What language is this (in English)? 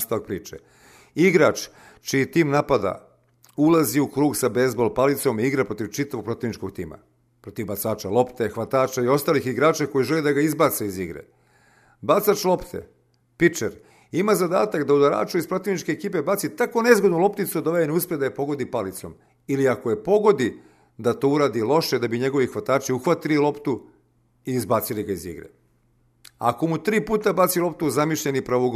Serbian